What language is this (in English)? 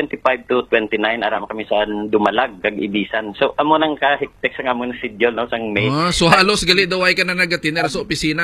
Hiligaynon